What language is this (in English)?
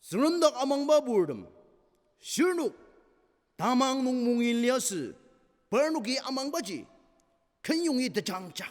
Ao Naga